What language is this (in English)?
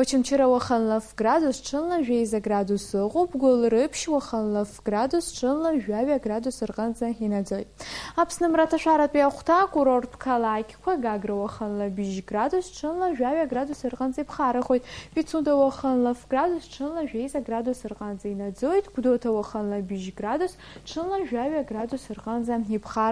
Abkhazian